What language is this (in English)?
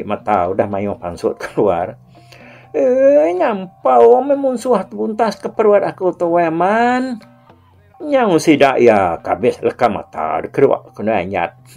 Iban